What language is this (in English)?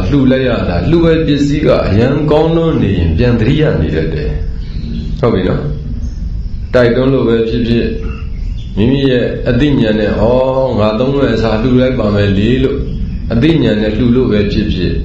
Burmese